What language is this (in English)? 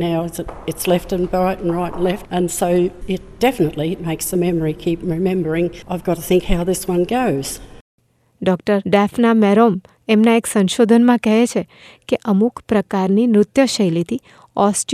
Gujarati